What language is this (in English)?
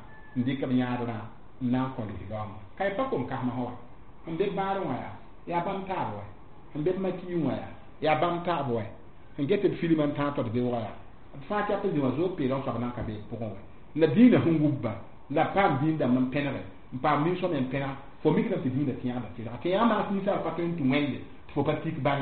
Mossi